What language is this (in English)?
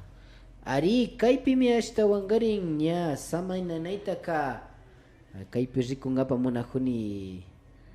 Imbabura Highland Quichua